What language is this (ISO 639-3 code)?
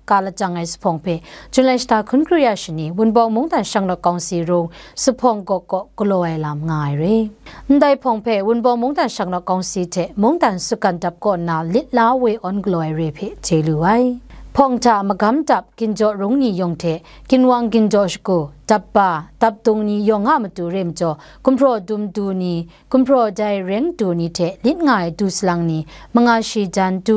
kac